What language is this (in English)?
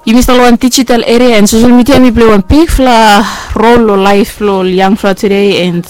Bislama